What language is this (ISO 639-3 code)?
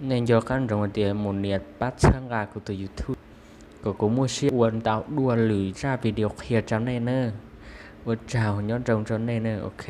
hmn